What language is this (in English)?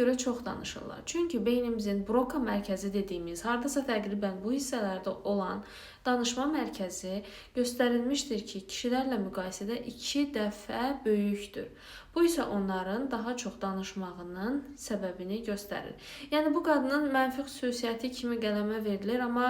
Azerbaijani